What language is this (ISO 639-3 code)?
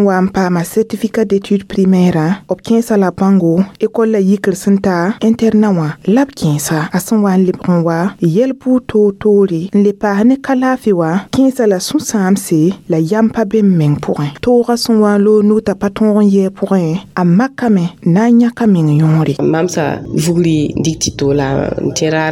mos